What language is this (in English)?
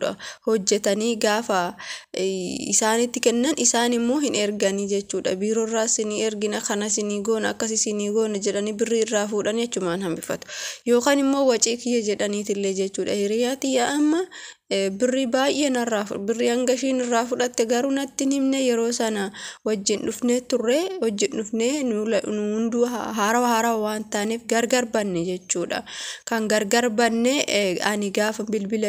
Oromo